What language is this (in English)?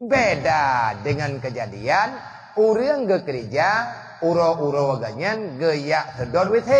Achinese